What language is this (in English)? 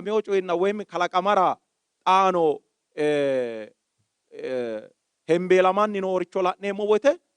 Sidamo